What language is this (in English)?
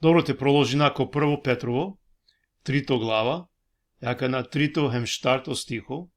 Balkan Romani